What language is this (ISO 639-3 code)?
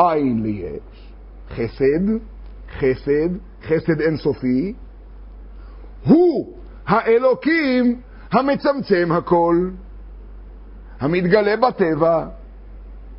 heb